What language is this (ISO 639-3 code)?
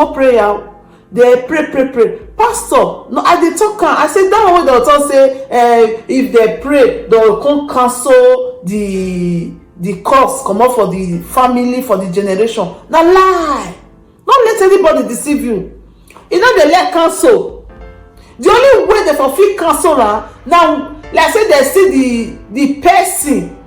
pcm